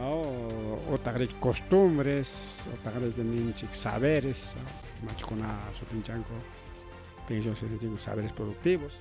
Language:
Ayacucho Quechua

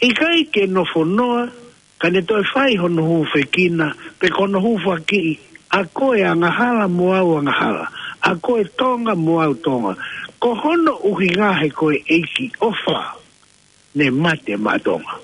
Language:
Tongan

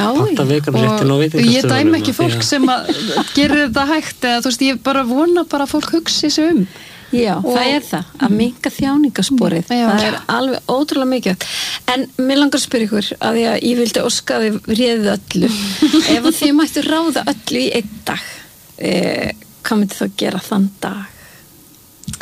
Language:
Icelandic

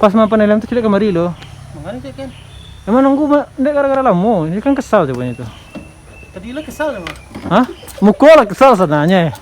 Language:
Minangkabau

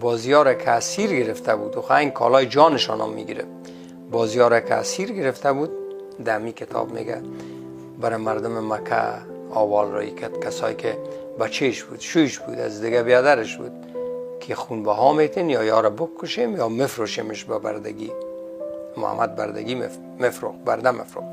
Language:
Persian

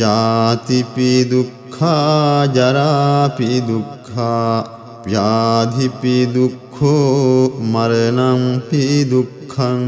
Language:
Pali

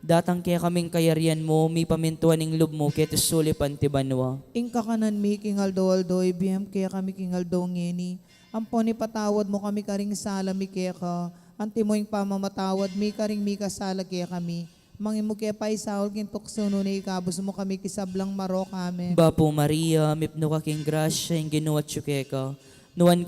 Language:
Pampanga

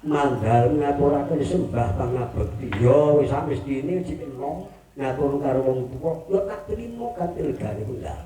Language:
Javanese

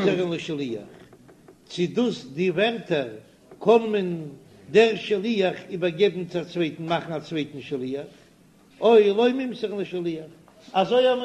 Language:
Yiddish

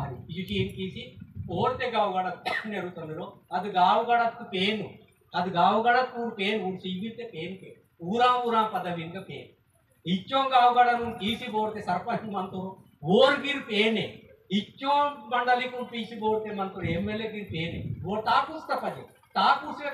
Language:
Aheri Gondi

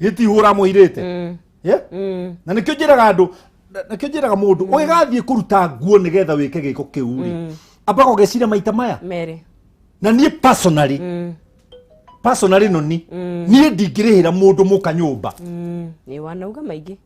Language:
Kikuyu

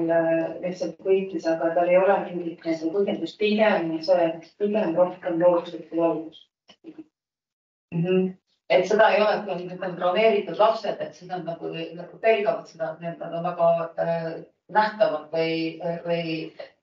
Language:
Estonian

